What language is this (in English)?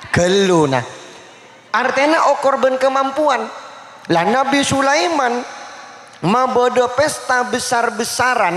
Madurese